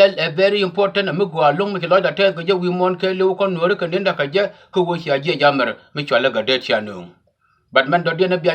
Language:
Nuer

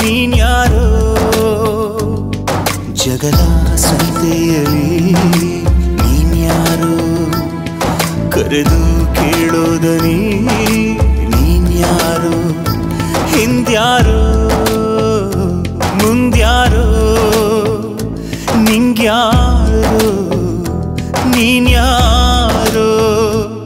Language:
Kannada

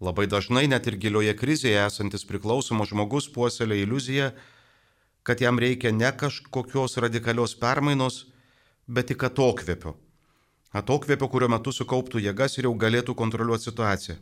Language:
Lithuanian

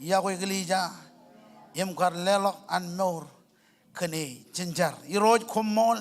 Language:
Marshallese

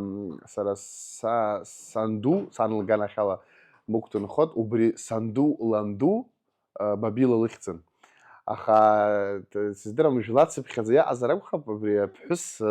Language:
Abkhazian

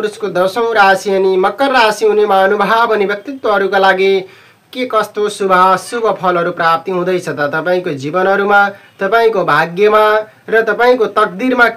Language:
Nepali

